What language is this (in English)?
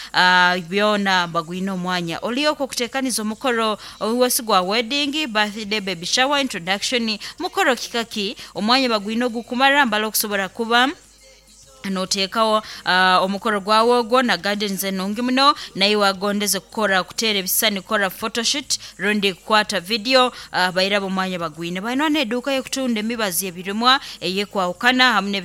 Nyoro